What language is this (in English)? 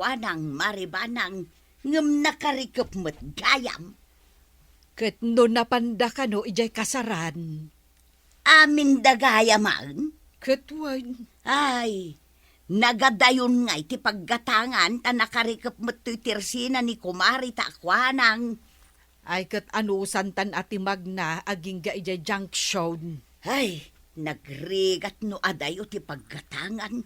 Iloko